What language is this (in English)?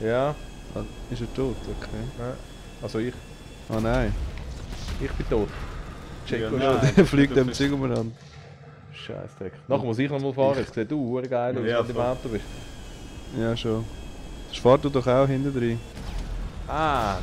Swiss German